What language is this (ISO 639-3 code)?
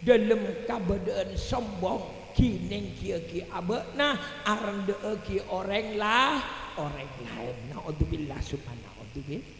mad